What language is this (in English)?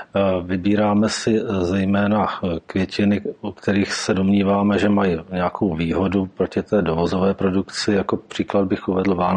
Czech